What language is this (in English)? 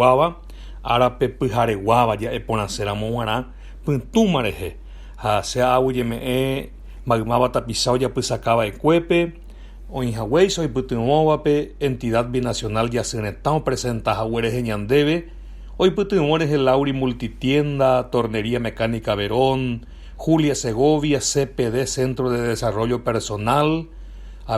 Guarani